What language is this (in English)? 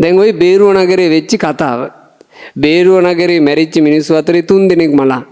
Sinhala